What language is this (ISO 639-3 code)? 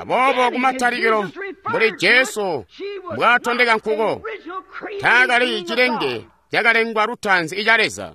toi